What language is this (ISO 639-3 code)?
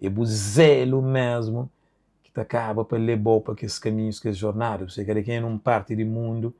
kea